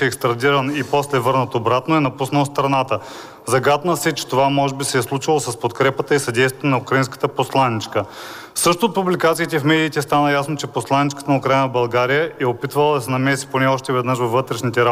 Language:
Bulgarian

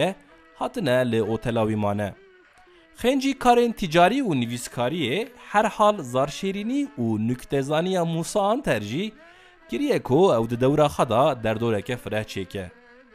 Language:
Kurdish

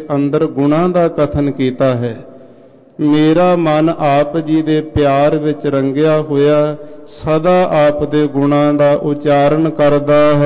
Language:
Punjabi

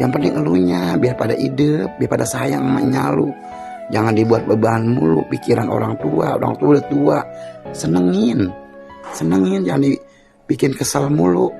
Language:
Betawi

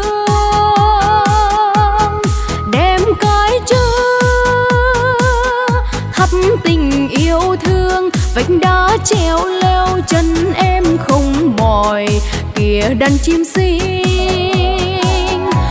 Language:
Vietnamese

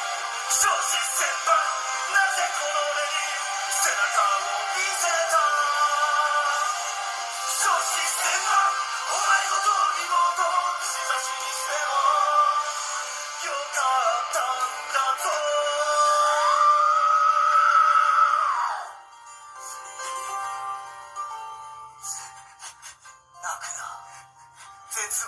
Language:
Japanese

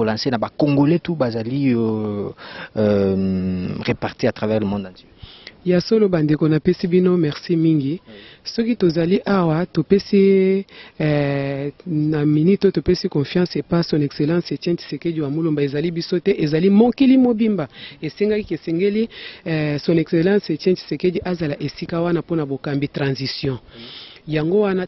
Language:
Lingala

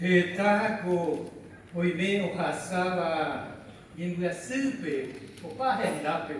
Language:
Guarani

